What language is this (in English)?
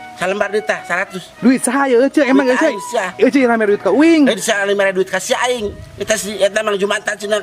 Sundanese